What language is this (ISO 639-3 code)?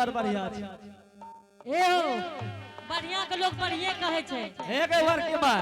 anp